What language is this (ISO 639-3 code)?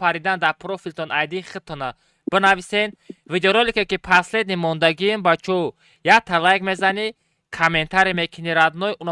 tgk